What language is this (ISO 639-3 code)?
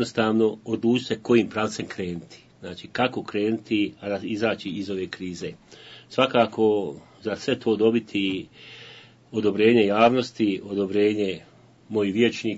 bos